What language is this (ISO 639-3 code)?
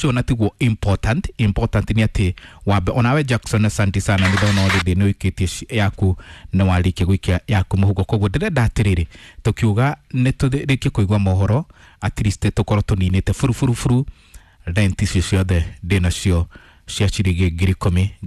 kik